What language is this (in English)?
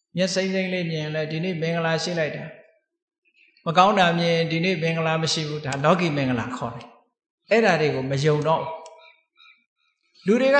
Burmese